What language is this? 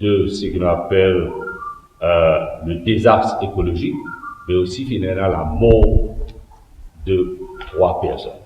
Morisyen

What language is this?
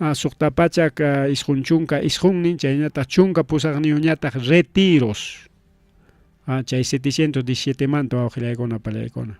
Ayacucho Quechua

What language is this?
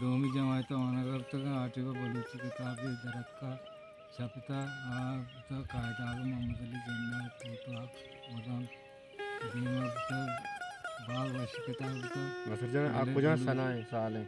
Baluchi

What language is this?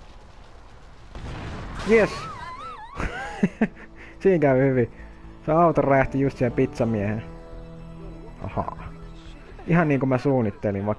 Finnish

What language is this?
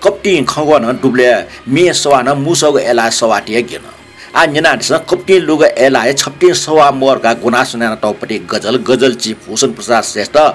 Newari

